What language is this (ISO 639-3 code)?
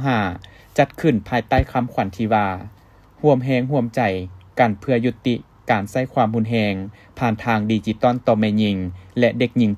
lao